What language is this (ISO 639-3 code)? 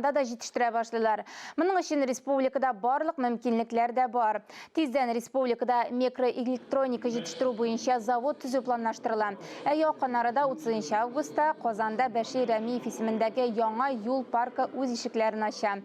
tat